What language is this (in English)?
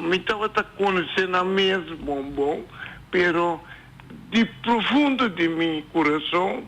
Papiamento